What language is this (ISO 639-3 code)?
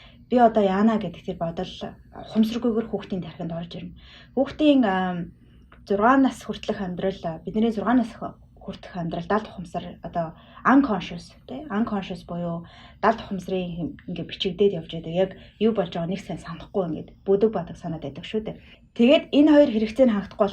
mon